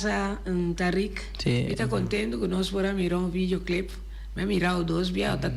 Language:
Papiamento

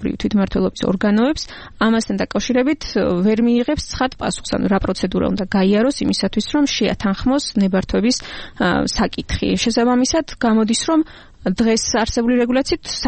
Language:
Georgian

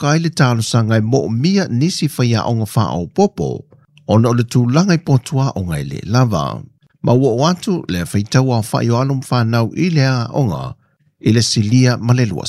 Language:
Samoan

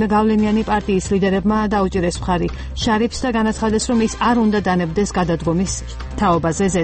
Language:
Georgian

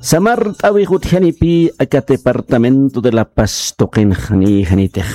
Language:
Aymara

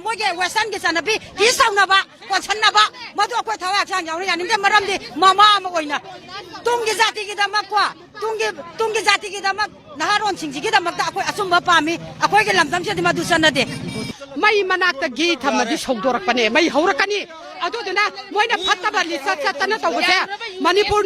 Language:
Manipuri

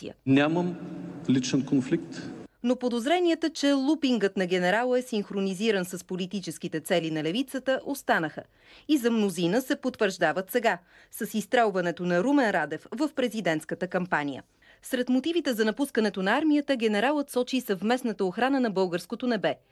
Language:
Bulgarian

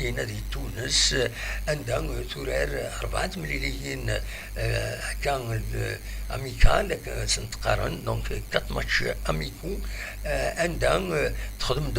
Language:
Kabyle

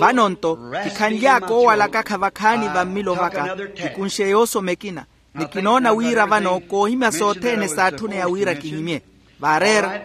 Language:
Makhuwa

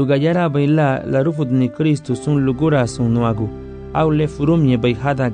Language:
Garifuna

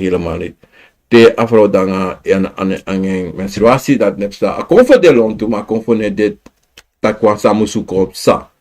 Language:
Sranan Tongo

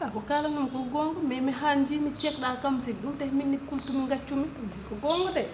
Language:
Fula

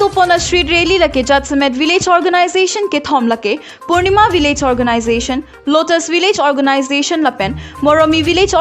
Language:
Karbi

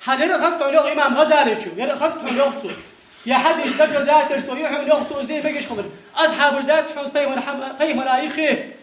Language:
Ingush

